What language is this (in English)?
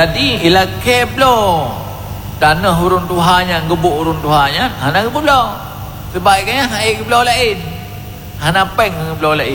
Achinese